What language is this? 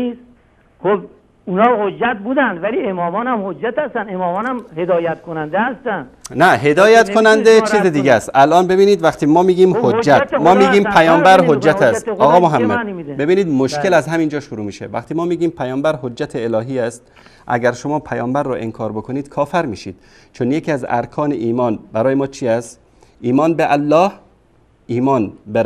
Persian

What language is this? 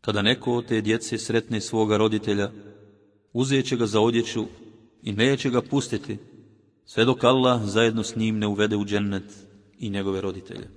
Bosnian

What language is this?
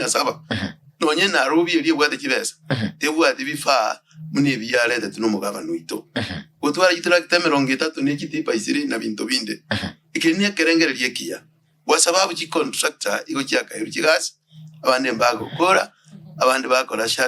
Gusii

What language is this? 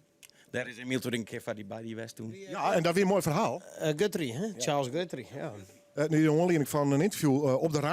Western Frisian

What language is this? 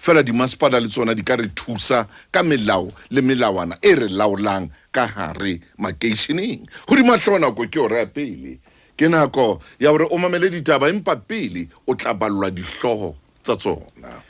Southern Sotho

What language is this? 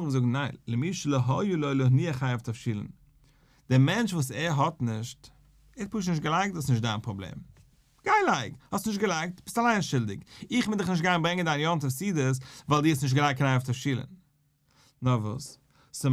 Yiddish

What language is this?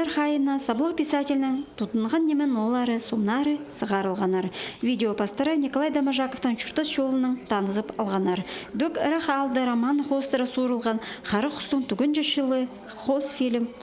Khakas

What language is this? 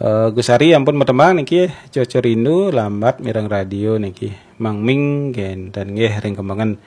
Balinese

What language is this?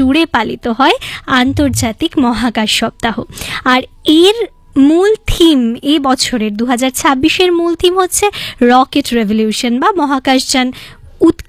Bangla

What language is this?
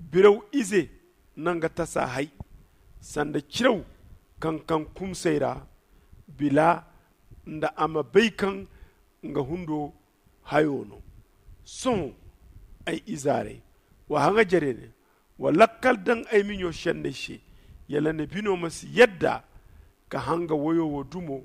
Zarma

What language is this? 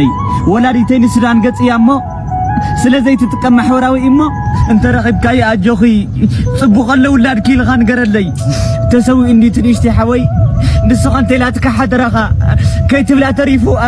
Tigrinya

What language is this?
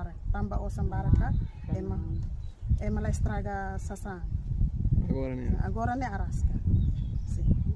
Tetum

